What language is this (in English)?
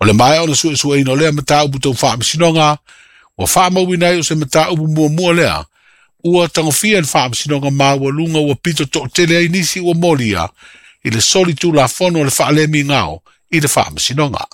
Samoan